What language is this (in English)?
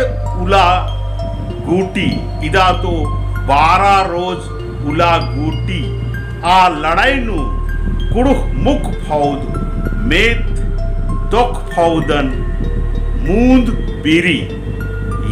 Kurukh